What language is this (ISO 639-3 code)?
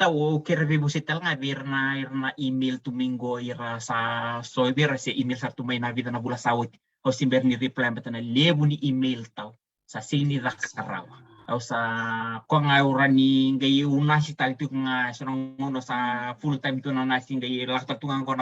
fij